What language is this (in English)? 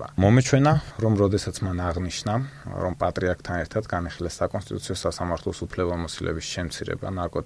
Georgian